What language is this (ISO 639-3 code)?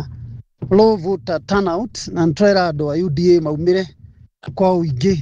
kik